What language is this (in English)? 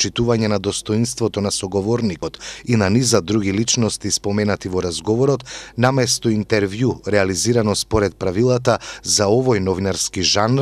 Macedonian